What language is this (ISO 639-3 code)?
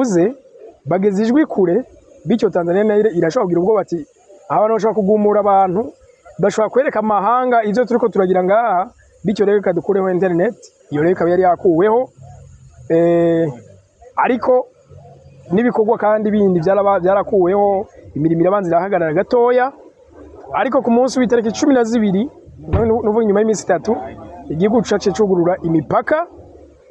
run